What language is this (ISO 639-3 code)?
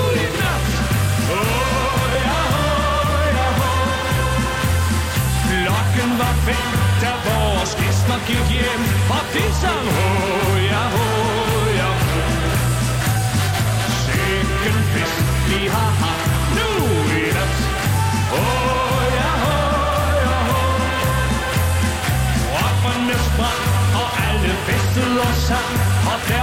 dan